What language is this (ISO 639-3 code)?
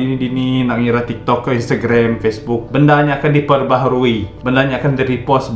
iba